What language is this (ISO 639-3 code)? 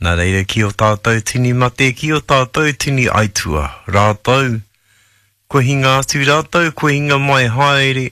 mri